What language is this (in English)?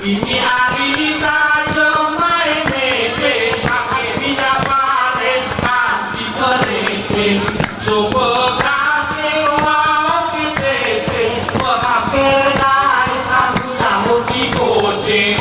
Gayo